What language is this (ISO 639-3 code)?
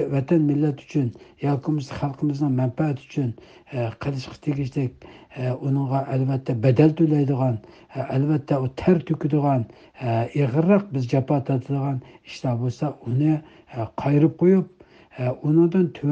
uig